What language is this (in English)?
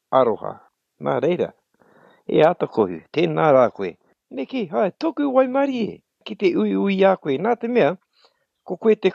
Māori